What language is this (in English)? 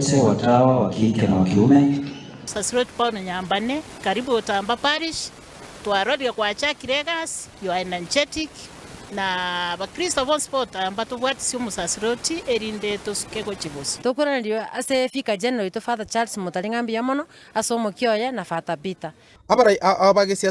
Gusii